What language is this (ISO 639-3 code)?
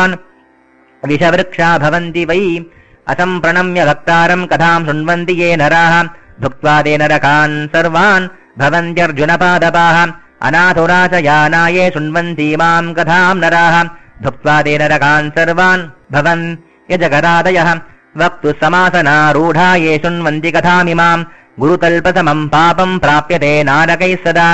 san